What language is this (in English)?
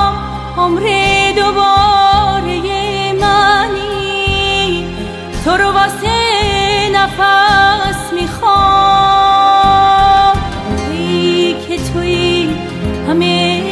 Persian